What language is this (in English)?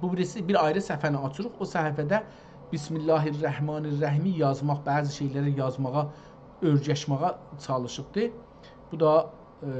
South Azerbaijani